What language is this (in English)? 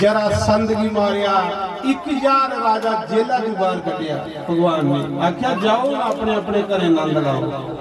Dogri